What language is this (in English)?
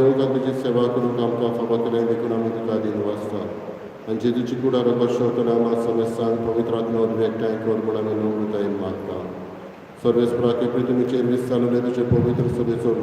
Konkani